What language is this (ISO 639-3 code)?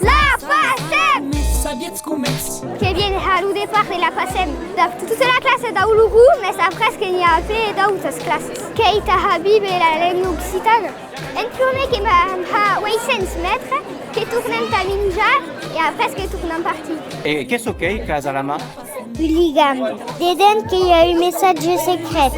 oci